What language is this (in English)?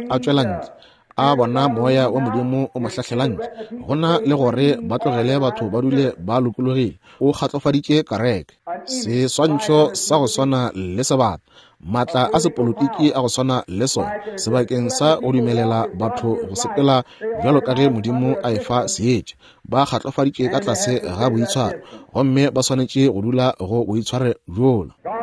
Northern Sotho